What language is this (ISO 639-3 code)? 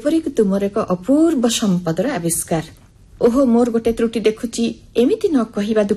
ori